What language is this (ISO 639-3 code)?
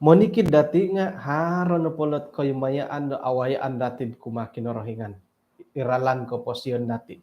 dtp